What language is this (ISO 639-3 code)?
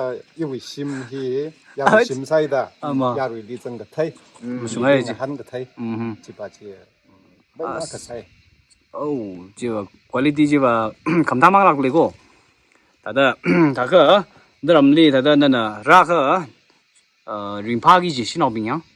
nmf